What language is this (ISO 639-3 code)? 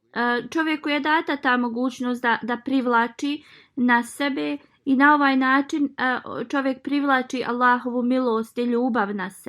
bos